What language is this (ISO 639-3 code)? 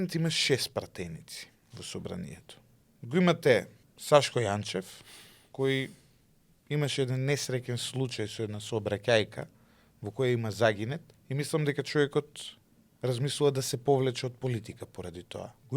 mkd